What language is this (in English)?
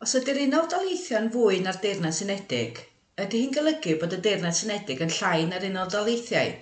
Welsh